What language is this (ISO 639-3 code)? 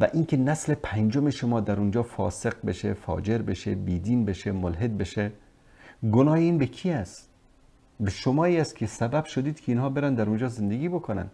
fas